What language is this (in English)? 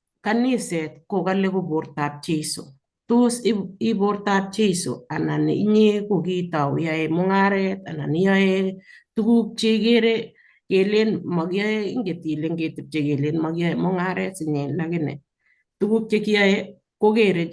Kalenjin